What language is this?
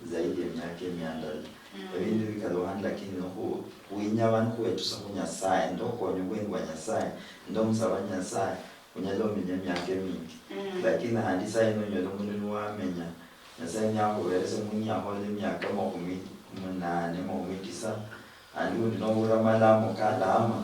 Luyia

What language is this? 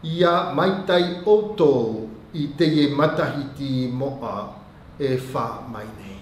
Tahitian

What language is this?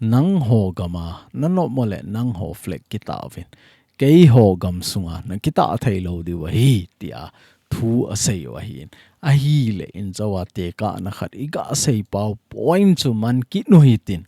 Thado Chin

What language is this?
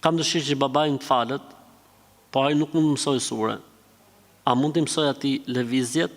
Albanian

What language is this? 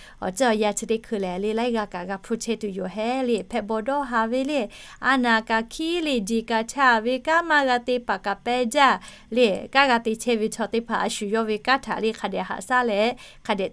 Lahu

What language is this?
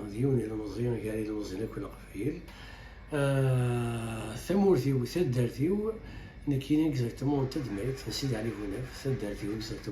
Kabyle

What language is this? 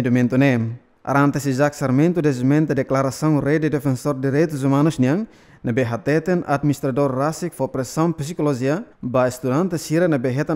Tetum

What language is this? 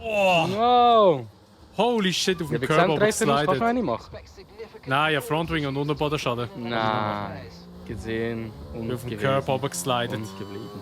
Swiss German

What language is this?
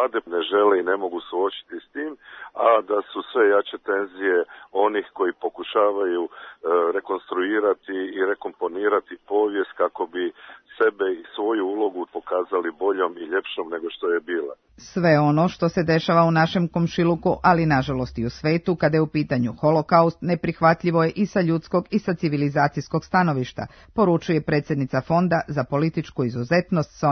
Serbian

